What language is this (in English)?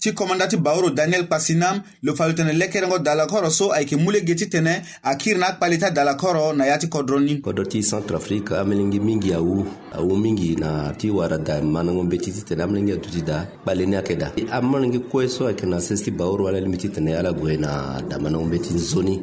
Sango